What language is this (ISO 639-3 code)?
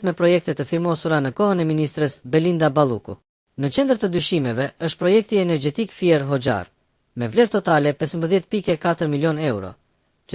sqi